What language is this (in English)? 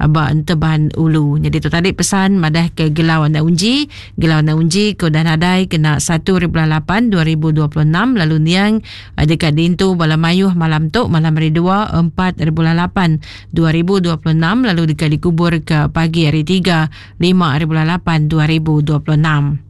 Iban